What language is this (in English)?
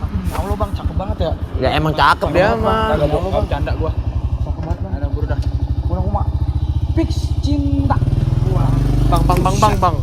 Betawi